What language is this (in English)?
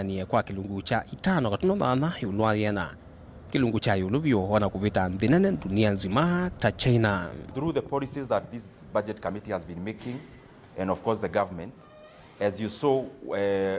Kamba